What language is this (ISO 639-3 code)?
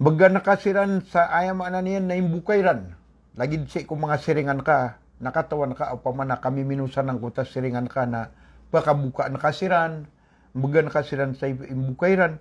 mrw